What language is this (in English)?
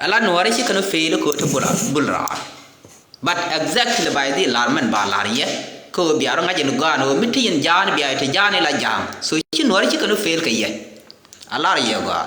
Nuer